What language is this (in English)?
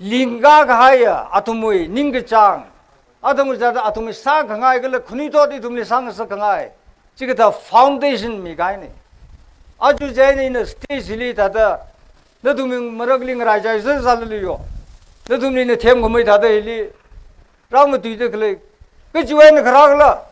Tangkhul Naga (India)